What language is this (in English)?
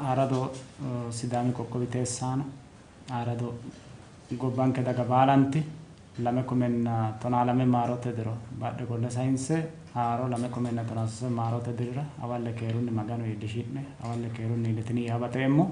Sidamo